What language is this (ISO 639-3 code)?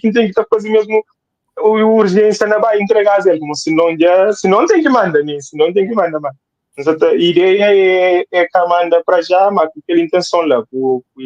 kea